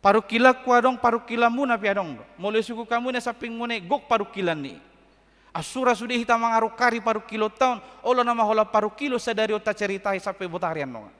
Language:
Batak Toba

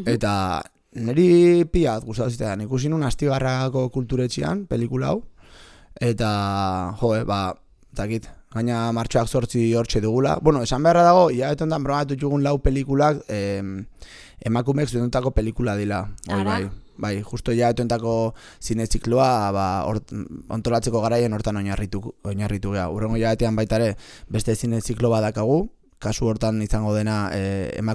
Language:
Basque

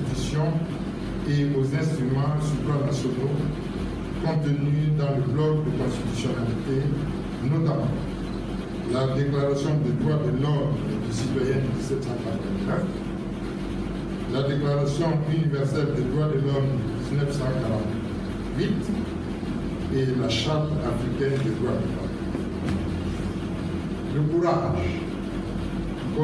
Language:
French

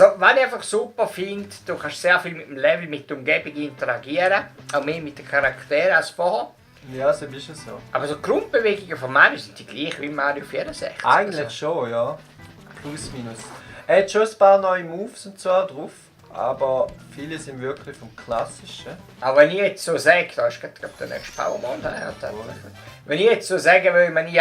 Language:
Swiss German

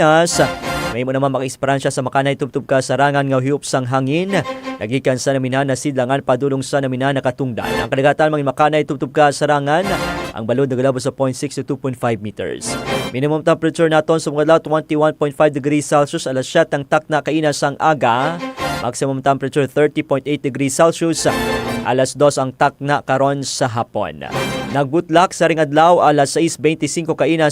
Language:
Hiligaynon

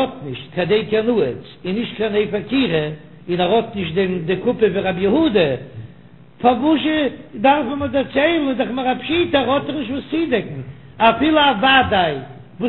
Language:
Yiddish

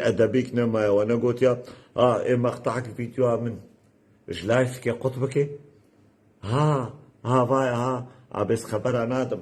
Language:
Kurdish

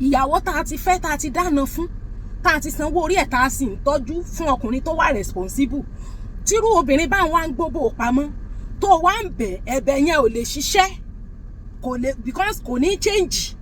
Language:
Yoruba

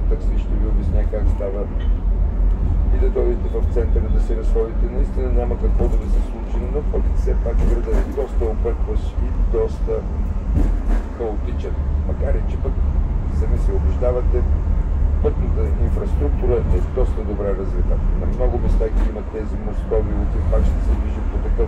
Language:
Bulgarian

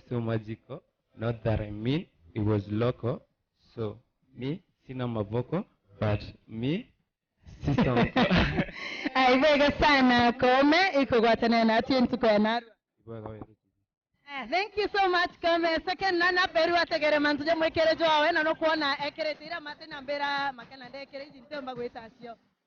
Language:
Meru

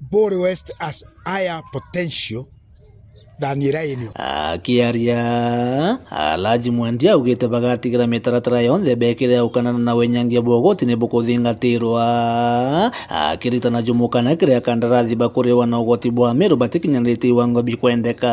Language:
Meru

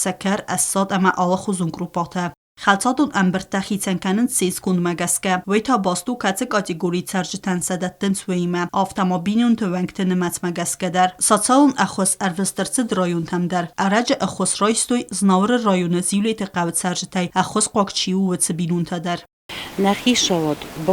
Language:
Ossetic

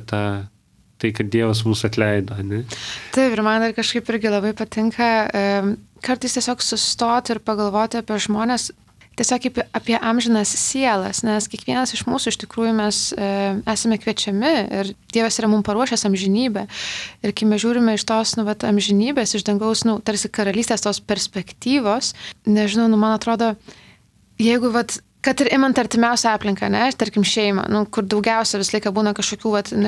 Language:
Lithuanian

